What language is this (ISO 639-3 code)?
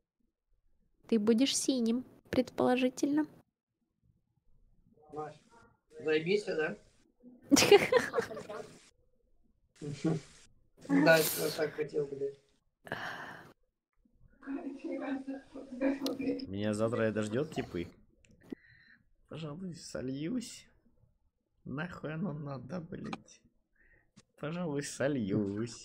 rus